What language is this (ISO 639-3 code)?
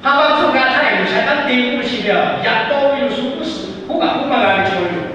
lhu